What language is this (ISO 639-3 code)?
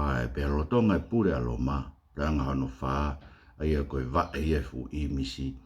ton